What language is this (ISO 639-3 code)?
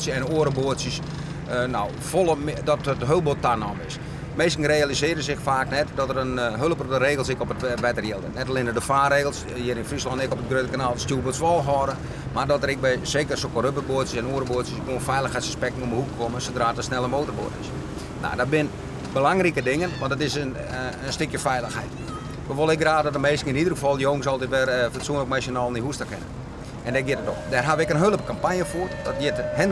fry